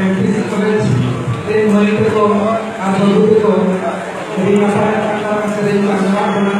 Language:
Santali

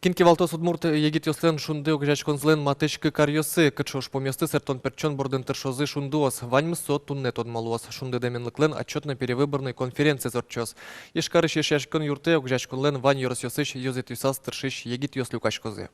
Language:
Udmurt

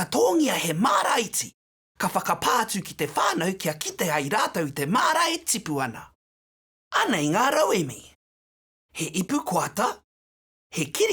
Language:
Māori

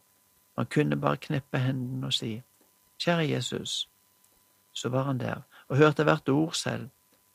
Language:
Norwegian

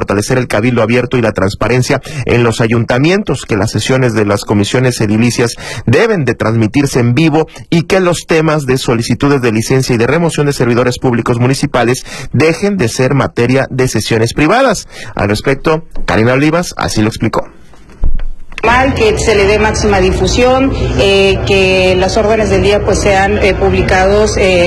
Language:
Spanish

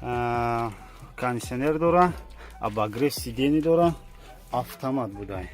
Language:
Tajik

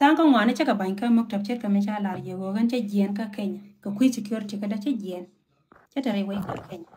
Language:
Nuer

